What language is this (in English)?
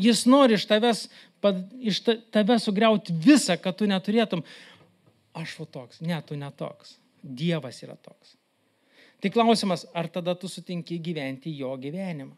Lithuanian